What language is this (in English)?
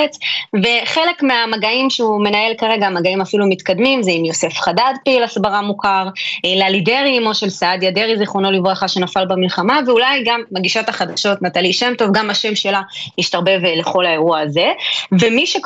Hebrew